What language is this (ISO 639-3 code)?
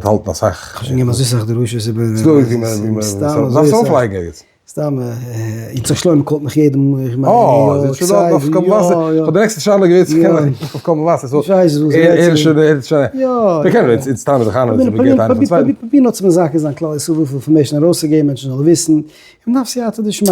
yid